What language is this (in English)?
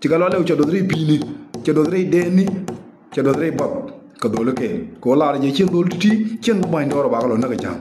Nuer